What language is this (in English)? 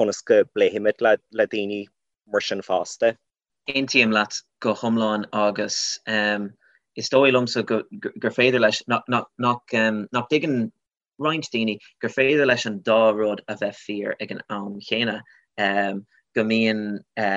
Irish